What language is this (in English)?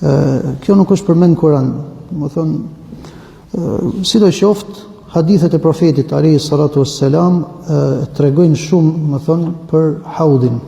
Albanian